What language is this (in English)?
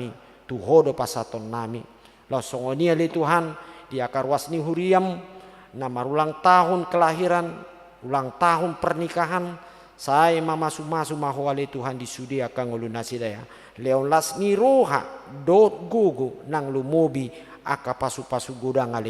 Batak Toba